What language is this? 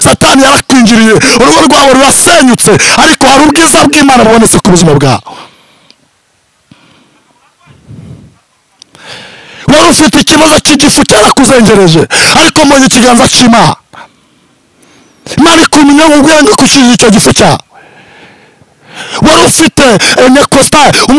Kinyarwanda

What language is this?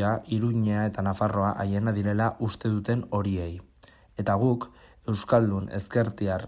Basque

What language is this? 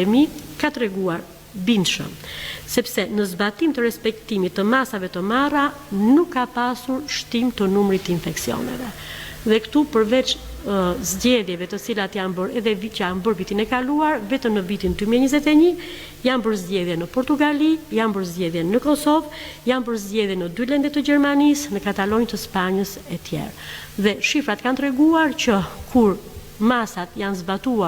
Albanian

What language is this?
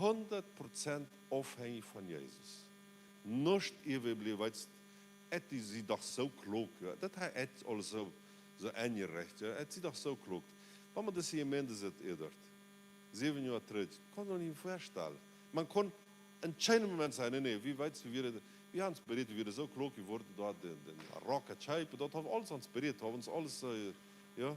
Plautdietsch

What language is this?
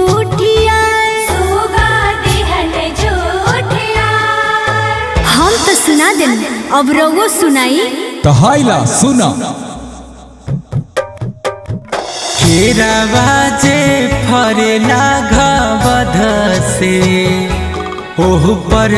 Bhojpuri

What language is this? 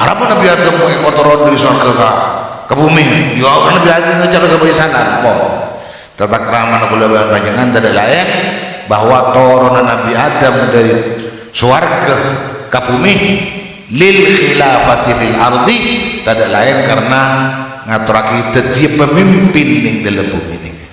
Madurese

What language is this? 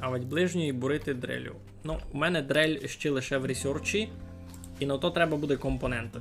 Rusyn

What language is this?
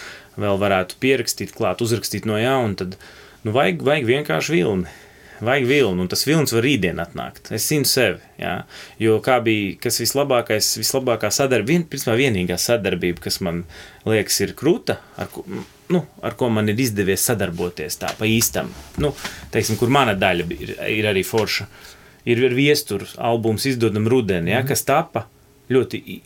Latvian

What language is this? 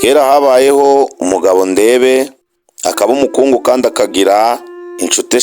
Kinyarwanda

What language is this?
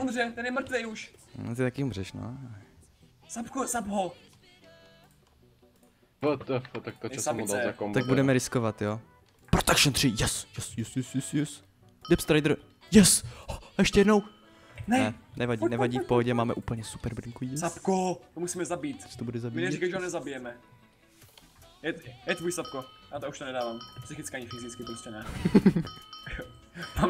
Czech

